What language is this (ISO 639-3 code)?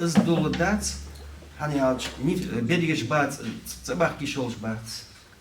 inh